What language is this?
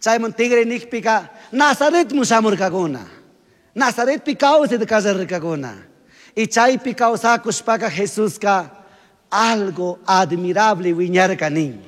Chimborazo Highland Quichua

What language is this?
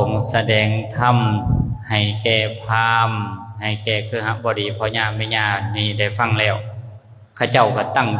Lao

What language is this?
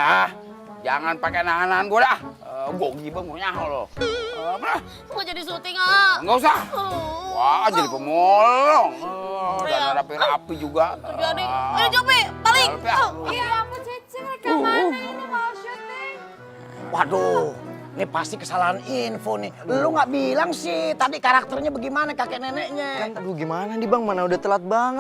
Betawi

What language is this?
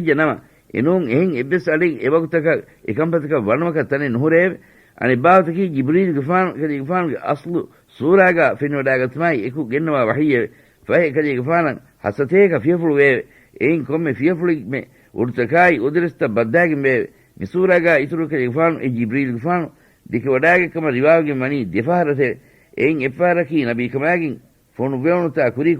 Divehi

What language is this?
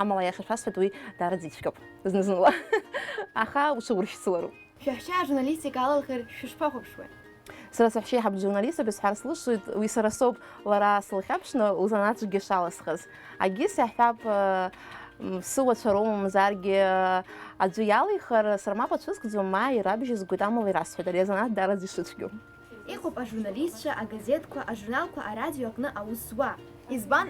Abkhazian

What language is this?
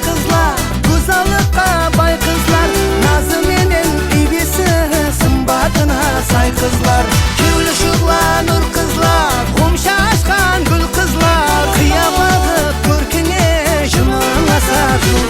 Kara-Kalpak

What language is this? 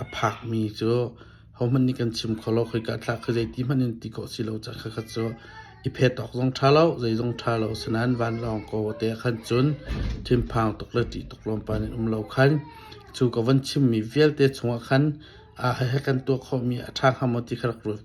Hakha Chin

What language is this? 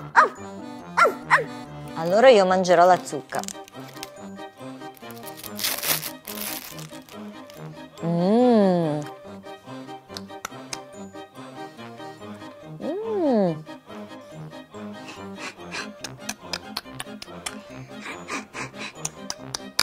Italian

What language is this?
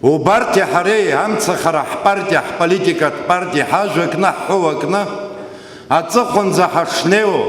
Abkhazian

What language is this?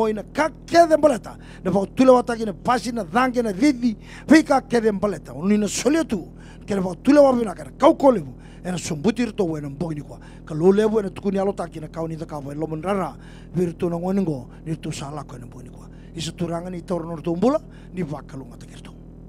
Fijian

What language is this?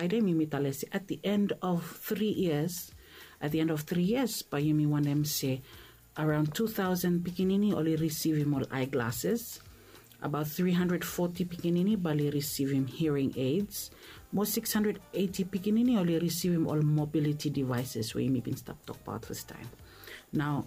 Bislama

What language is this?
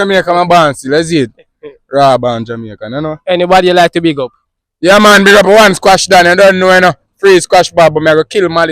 Jamaican Creole English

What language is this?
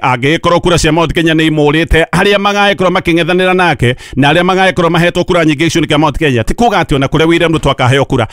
Kikuyu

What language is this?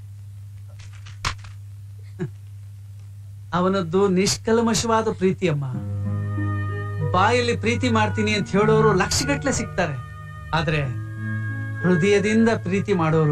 Kannada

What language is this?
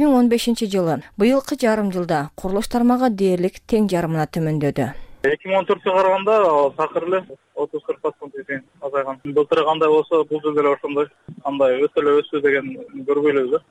Kyrgyz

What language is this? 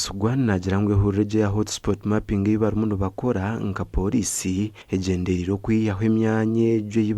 Nyankole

